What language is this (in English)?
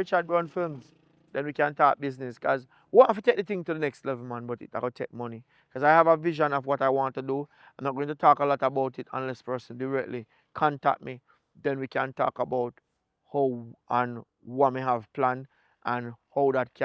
Jamaican Creole English